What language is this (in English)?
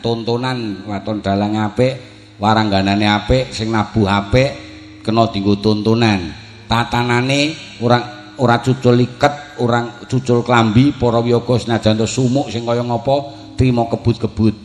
Javanese